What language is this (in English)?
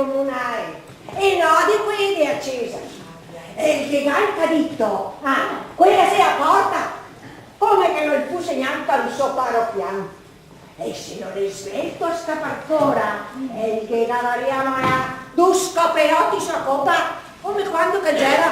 Venetian